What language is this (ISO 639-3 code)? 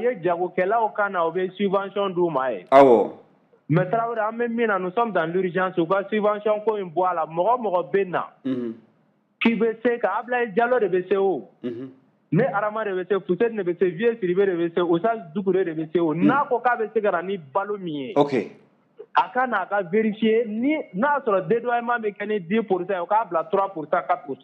bam